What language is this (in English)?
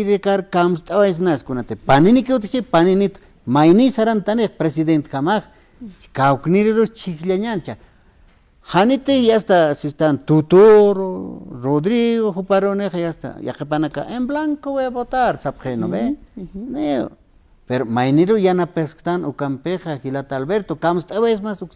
Aymara